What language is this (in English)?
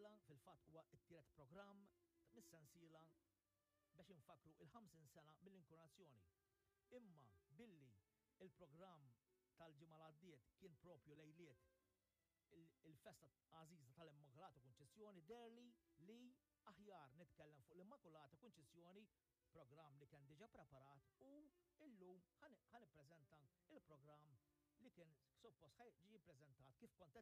Maltese